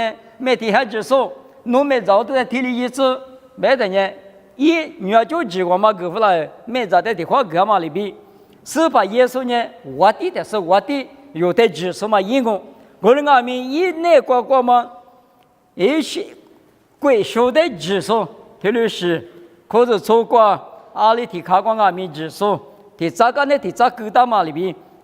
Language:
Lisu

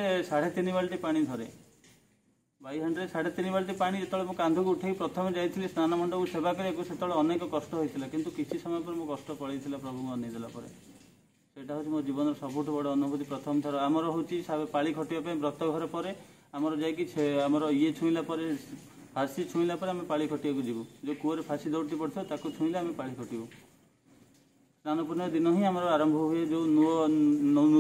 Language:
Odia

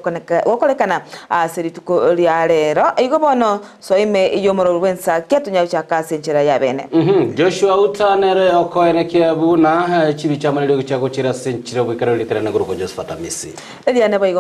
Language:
Gusii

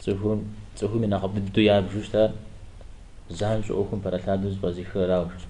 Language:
Kabardian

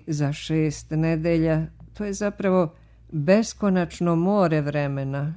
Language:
Serbian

